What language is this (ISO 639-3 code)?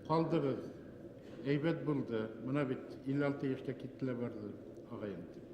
bak